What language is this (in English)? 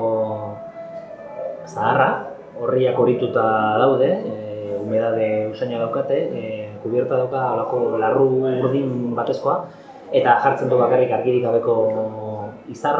Basque